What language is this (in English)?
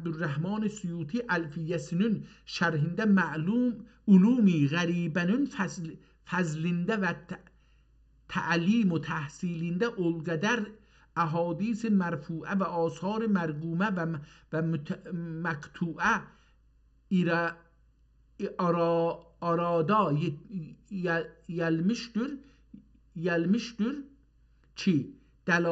South Azerbaijani